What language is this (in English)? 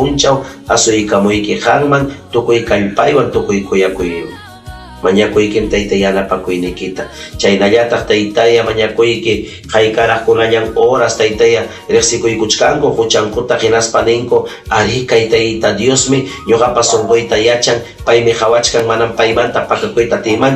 Ayacucho Quechua